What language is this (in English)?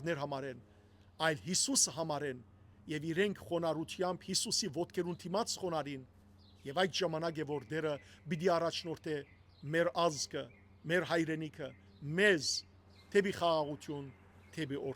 Western Armenian